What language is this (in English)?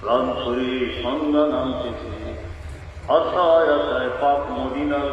Sylheti